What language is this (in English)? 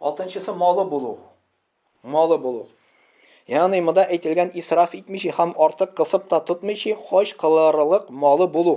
Tatar